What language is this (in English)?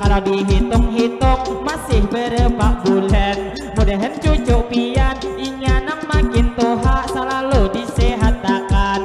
Banjar